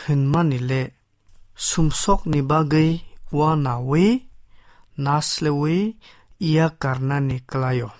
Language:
Kok Borok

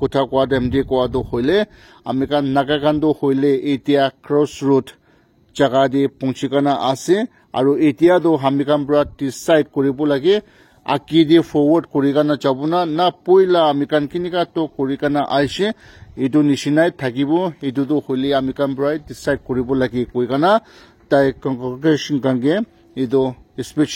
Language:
Naga Pidgin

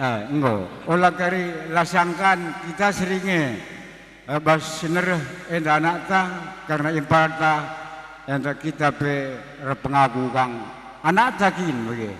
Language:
Batak Karo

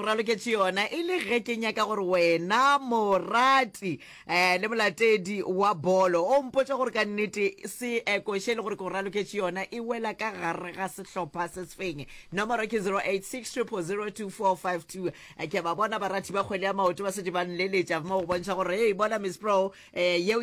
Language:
Northern Sotho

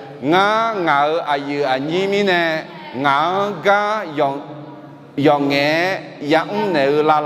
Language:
Akha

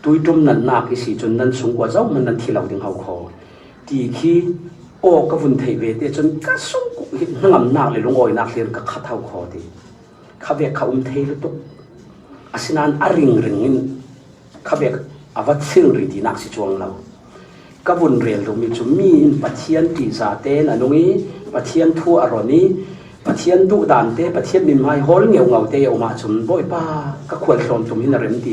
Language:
Falam Chin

